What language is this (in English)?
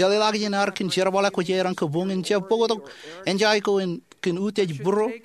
Marshallese